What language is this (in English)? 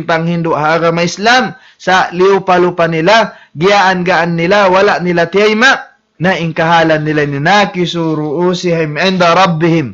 Tausug